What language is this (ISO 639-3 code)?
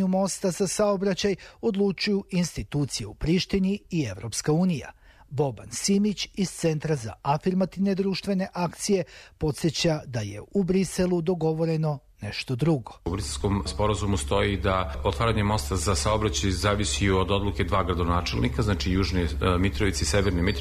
srp